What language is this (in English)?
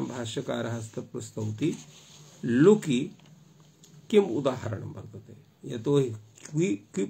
Sanskrit